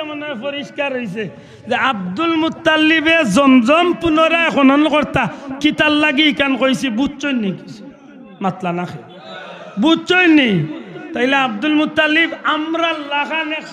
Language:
Sylheti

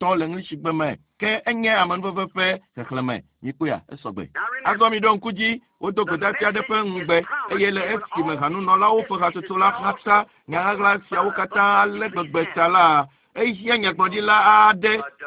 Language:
Ewe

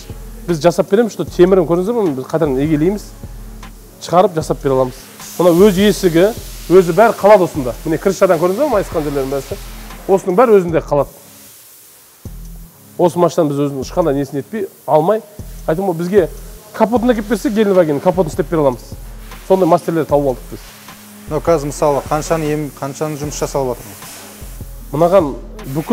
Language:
Kazakh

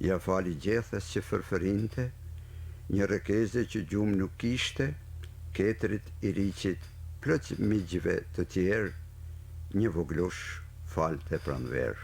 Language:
Albanian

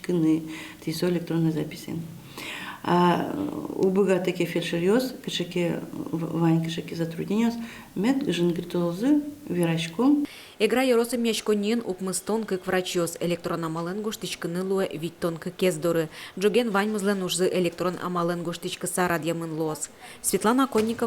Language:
Udmurt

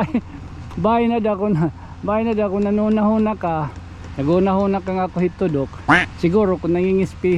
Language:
Waray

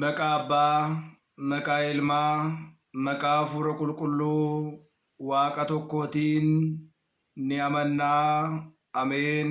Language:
Oromo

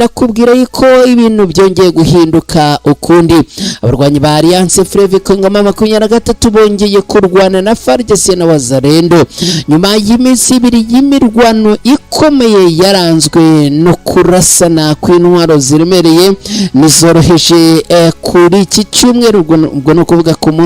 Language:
Kinyarwanda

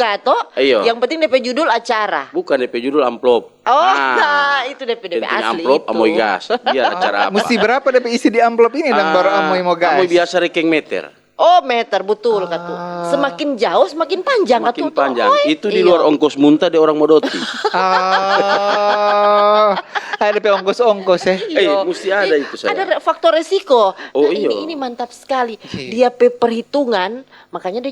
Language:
Manado Malay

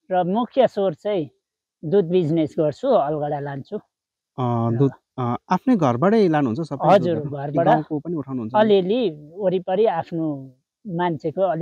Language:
Nepali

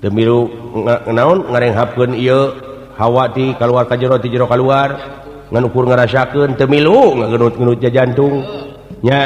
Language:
Sundanese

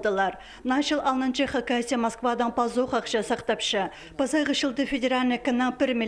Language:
Khakas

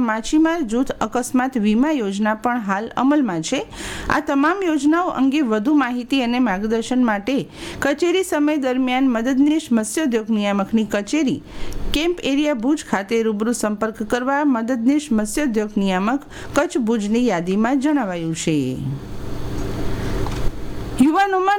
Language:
Gujarati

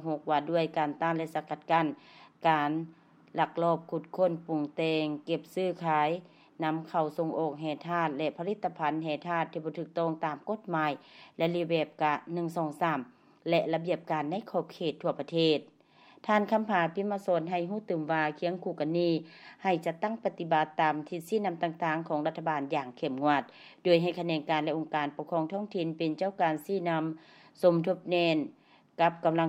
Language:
Lao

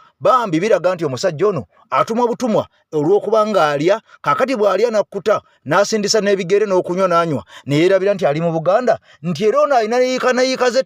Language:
Ganda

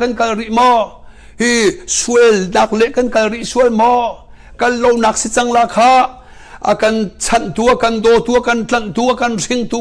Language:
Hakha Chin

